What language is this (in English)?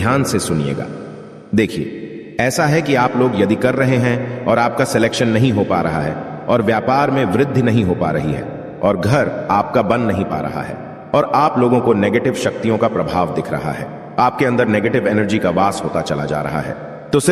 Hindi